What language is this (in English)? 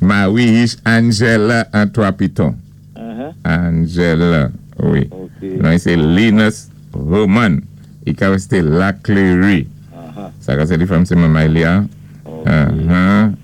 Saint Lucian Creole French